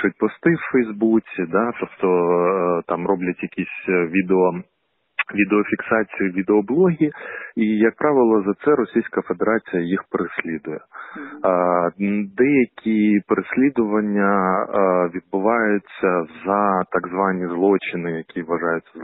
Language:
Ukrainian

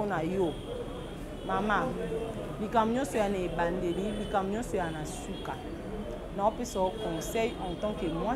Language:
Lingala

